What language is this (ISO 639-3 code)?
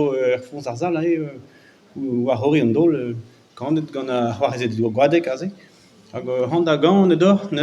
bre